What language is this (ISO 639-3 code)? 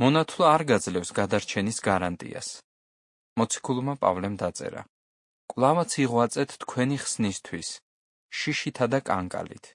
kat